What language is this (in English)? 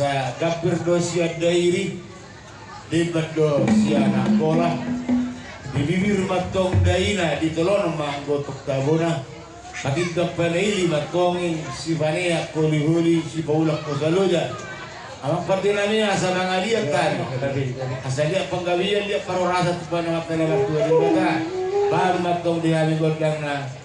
Batak Toba